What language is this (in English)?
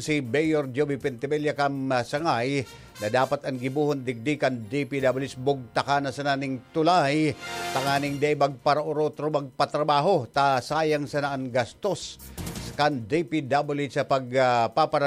Bikol